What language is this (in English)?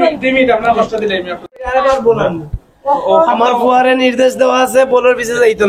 Sylheti